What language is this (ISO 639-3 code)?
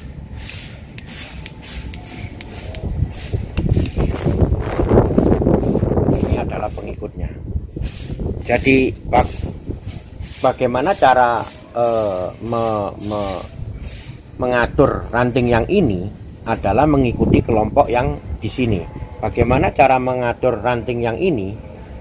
ind